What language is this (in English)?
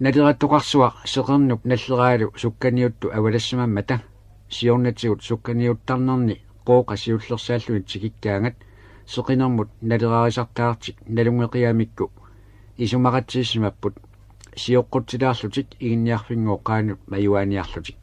Kalaallisut